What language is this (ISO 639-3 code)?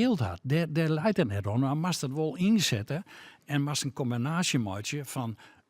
fry